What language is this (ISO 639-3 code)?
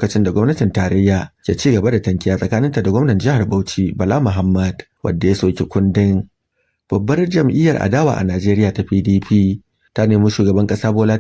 hau